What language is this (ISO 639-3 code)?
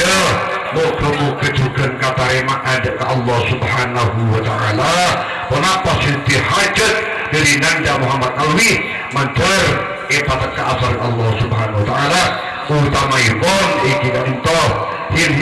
mad